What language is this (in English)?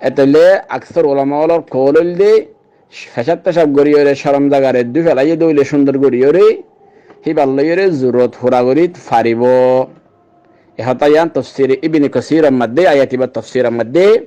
Rohingya